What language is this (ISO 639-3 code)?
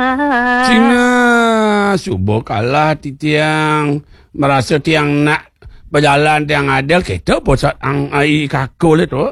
ban